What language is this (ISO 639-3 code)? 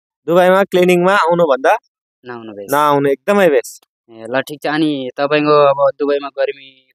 nep